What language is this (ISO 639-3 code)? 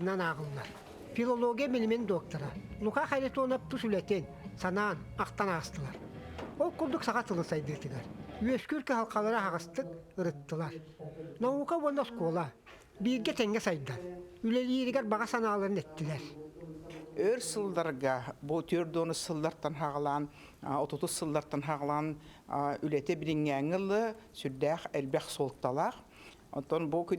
sah